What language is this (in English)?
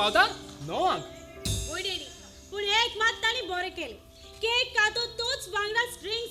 Konkani